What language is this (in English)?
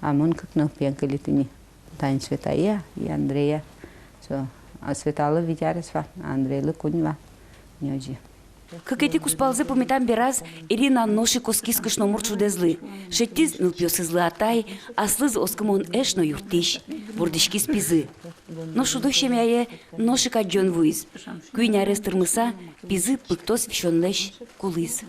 Udmurt